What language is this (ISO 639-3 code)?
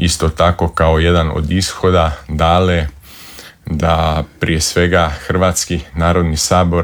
hrv